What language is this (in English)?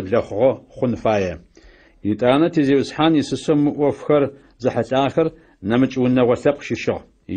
Adyghe